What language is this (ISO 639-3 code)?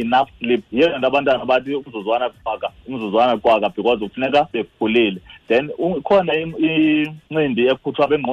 xho